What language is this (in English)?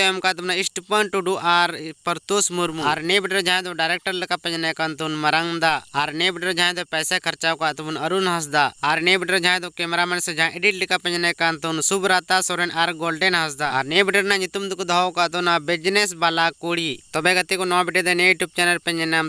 Santali